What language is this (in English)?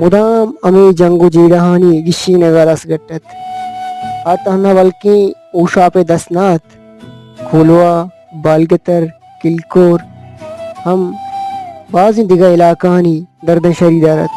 Baluchi